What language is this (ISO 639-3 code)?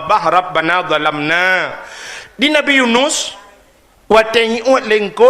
ace